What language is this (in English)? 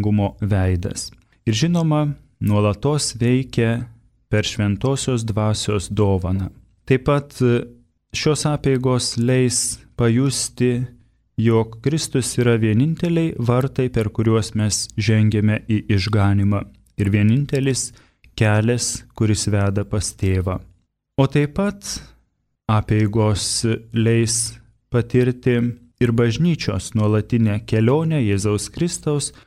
Lithuanian